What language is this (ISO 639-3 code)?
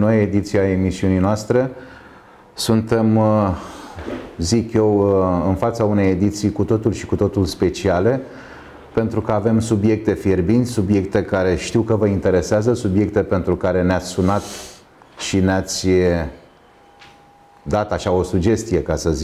ron